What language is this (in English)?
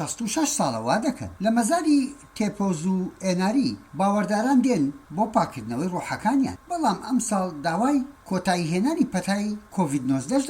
Central Kurdish